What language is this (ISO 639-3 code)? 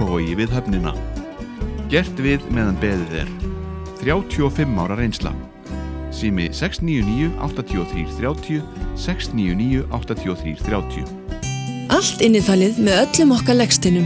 isl